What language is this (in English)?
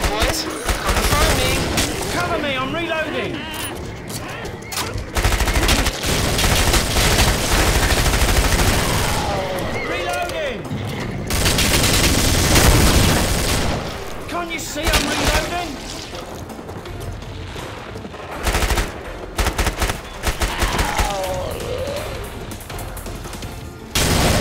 English